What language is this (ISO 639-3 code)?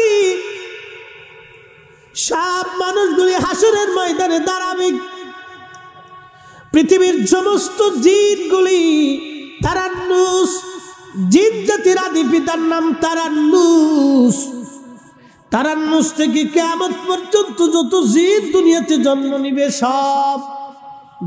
ben